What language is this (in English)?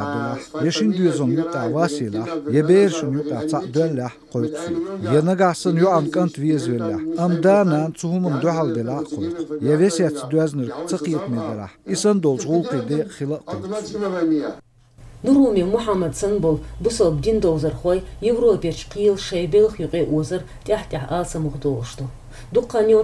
Chechen